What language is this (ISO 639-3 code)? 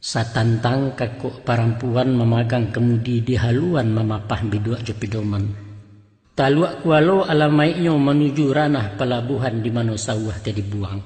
min